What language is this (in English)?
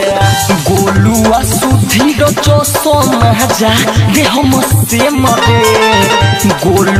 Bhojpuri